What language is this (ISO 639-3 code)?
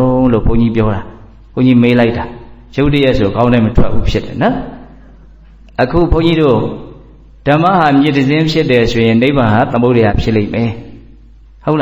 mya